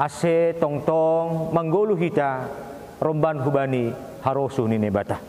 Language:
Batak Simalungun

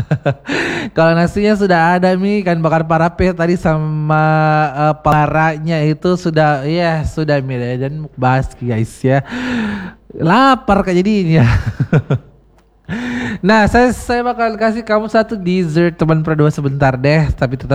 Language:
Indonesian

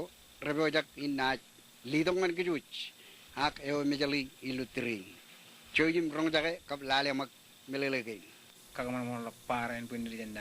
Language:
Marshallese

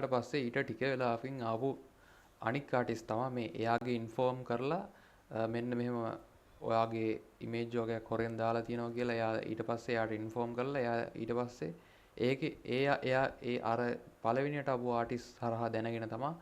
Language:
Sinhala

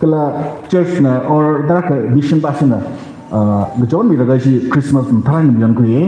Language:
Tangkhul Naga (India)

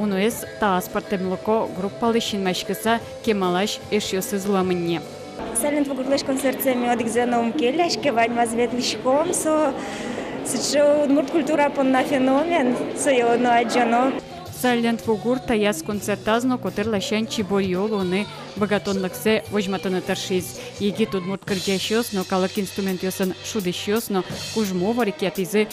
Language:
Udmurt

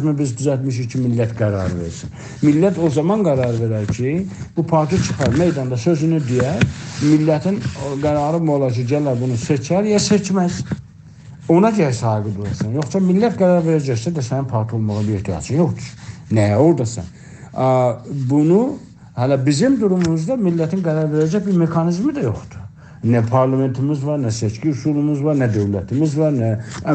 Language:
South Azerbaijani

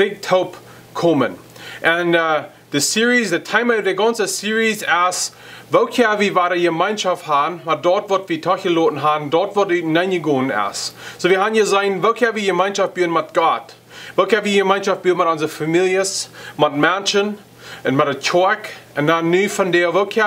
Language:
Plautdietsch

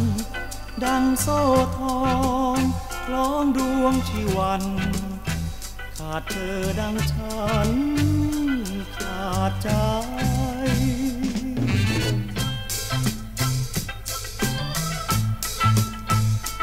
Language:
Thai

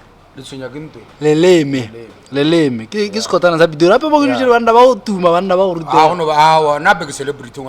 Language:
Northern Sotho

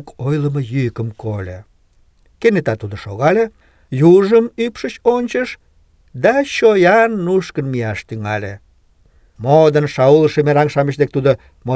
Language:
Mari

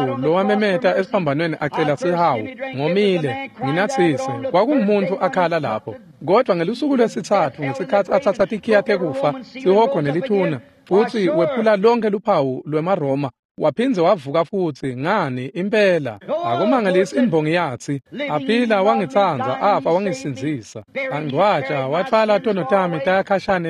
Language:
Swati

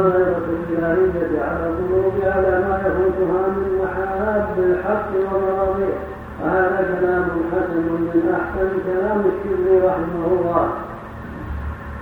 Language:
Arabic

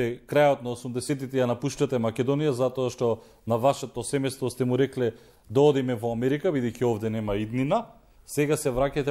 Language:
Macedonian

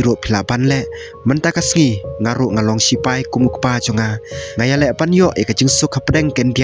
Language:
Khasi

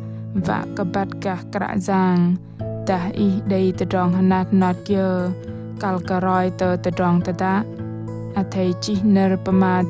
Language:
Bahnar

